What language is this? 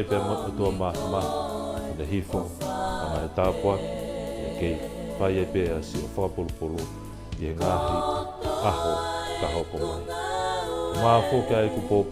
Tongan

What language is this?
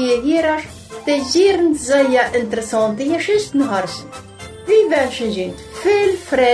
Plautdietsch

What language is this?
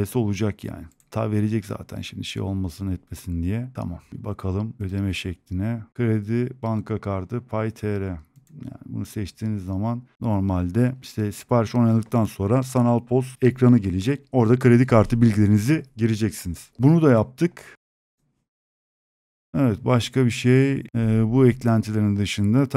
Turkish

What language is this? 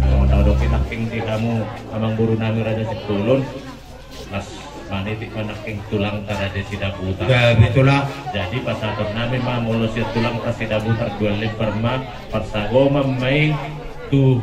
Batak Toba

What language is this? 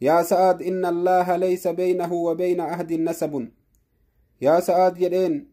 Oromo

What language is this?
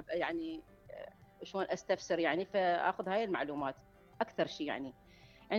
Mesopotamian Arabic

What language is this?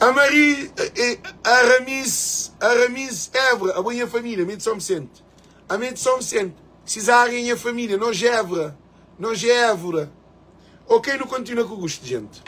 Kabuverdianu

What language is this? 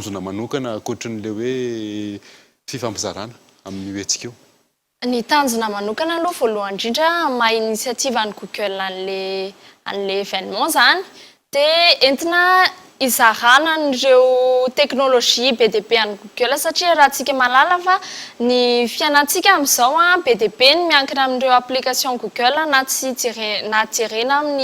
Malagasy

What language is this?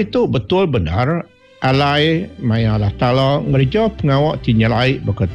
Iban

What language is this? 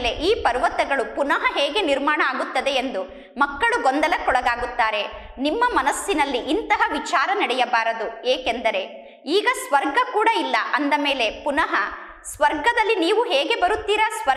Kannada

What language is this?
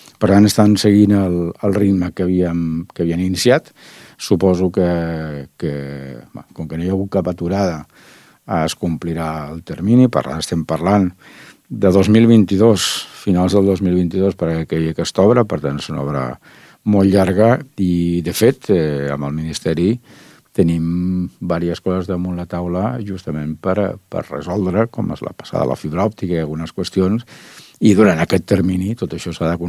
Catalan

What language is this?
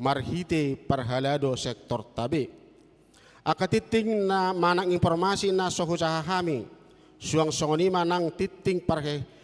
Batak Toba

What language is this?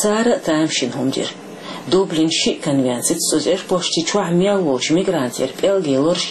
Chechen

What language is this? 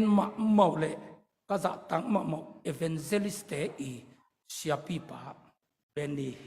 Tedim Chin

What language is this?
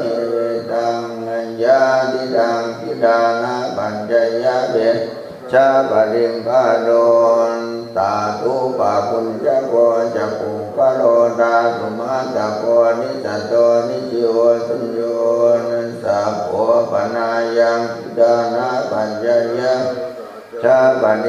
Pali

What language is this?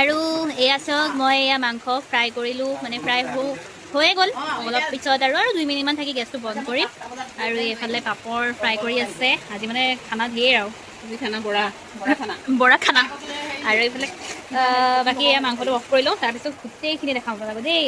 Assamese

